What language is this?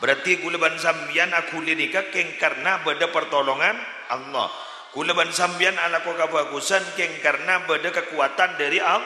Madurese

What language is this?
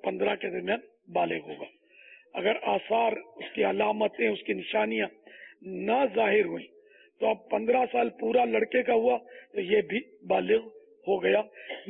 Urdu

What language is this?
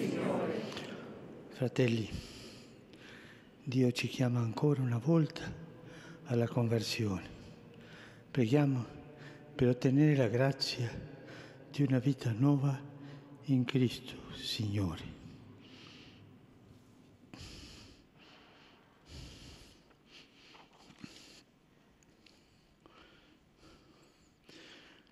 Italian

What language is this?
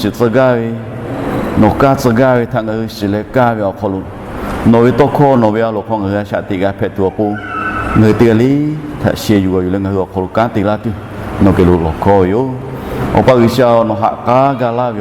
Lahu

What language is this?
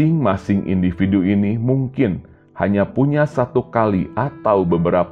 Indonesian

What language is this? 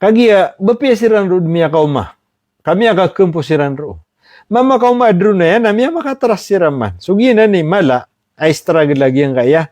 Maranao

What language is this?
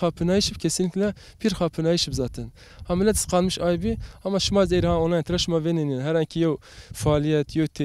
Zaza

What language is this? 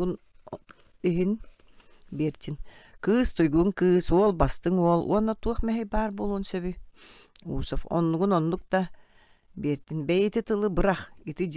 Yakut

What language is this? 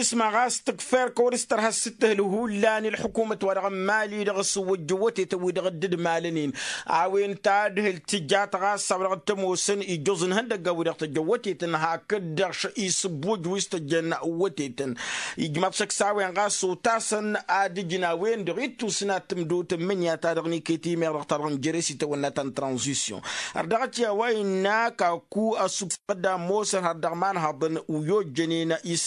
Tamasheq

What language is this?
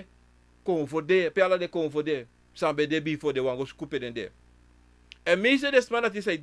Sranan Tongo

